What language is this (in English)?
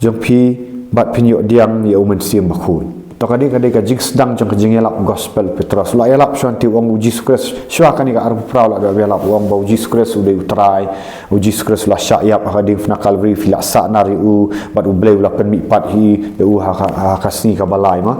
Khasi